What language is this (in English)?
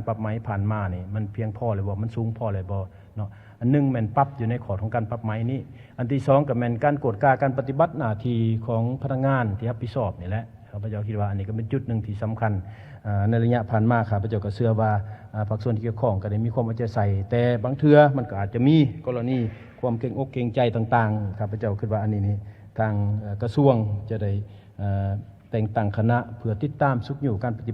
Lao